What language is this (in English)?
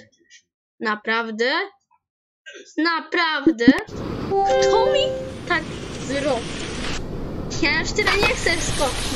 Polish